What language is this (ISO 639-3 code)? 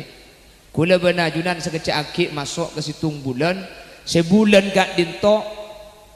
mad